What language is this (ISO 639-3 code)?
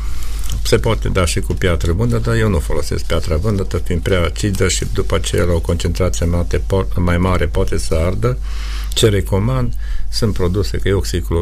ron